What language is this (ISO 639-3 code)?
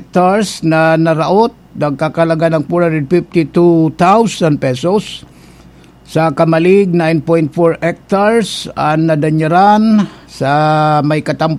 bik